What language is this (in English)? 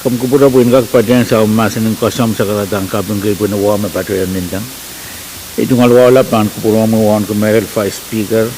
Pohnpeian